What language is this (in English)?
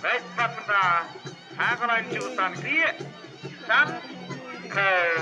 Khasi